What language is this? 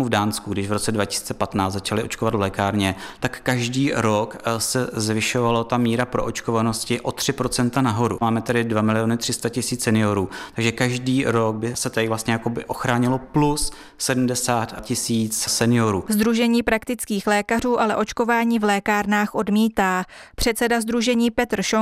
Czech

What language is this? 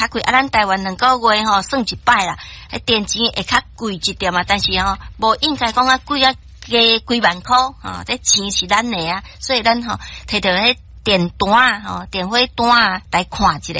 Min Nan Chinese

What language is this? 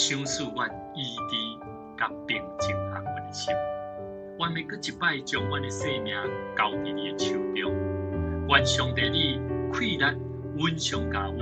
Min Nan Chinese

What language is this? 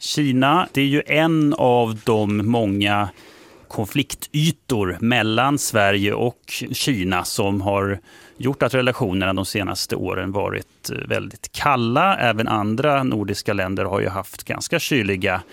Swedish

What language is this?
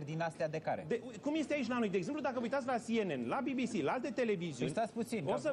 Romanian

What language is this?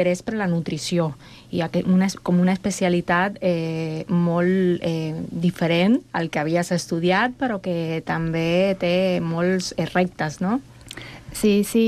Catalan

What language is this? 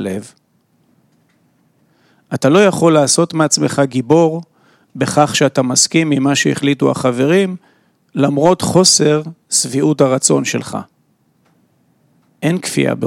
Hebrew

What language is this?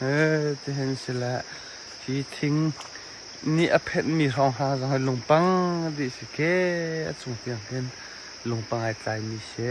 Hakha Chin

